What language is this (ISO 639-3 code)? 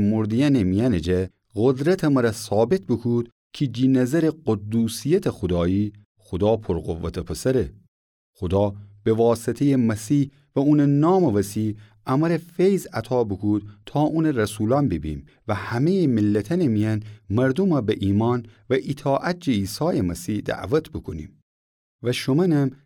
glk